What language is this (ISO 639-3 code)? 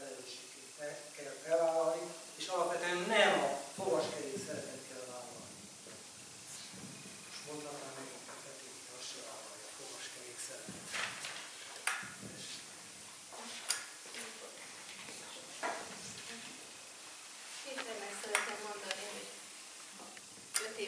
hun